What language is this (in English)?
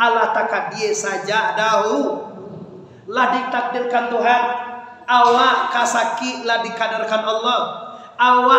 Minangkabau